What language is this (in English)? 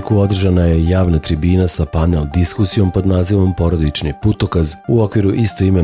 Serbian